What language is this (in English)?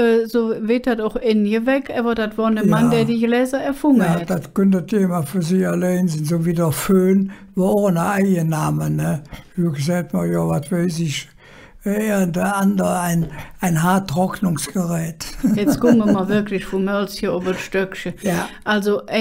Colognian